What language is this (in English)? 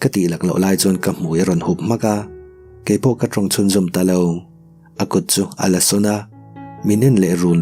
Mizo